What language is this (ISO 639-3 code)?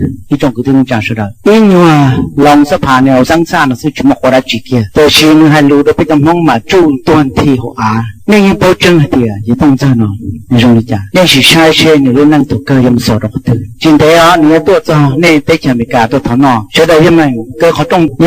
hmn